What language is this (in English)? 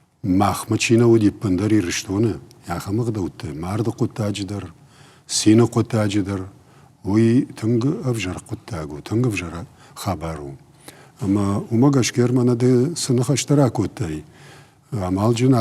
Ossetic